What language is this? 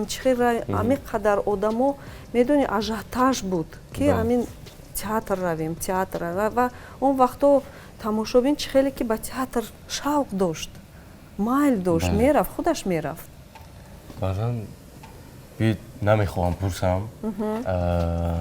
Tajik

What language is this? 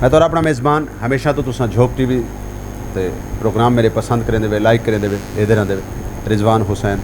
Saraiki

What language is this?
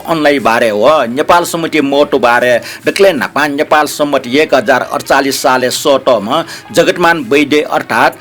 Newari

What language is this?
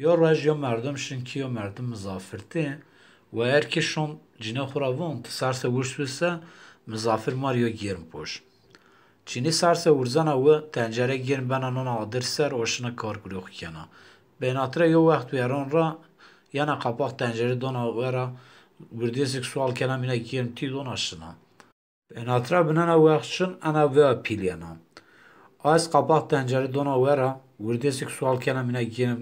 Zaza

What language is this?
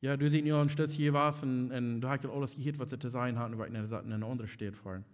Plautdietsch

